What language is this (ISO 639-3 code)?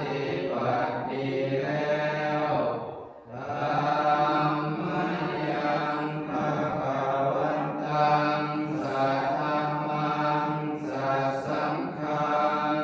pli